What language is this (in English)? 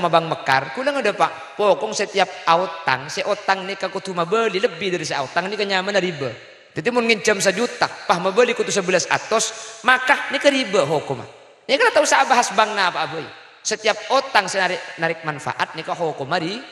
Madurese